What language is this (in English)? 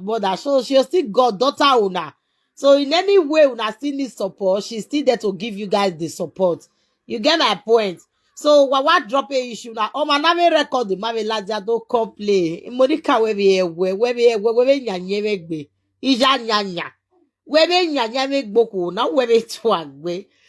Nigerian Pidgin